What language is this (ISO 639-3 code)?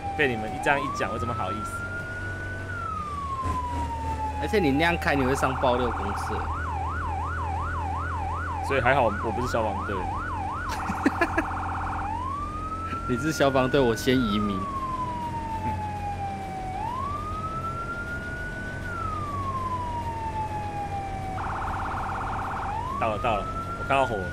zho